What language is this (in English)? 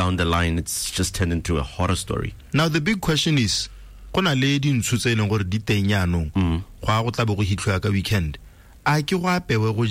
Tswana